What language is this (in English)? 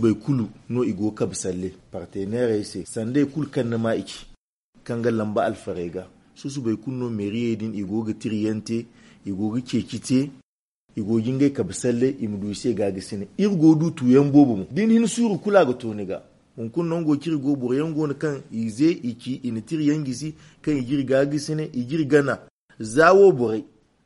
Zarma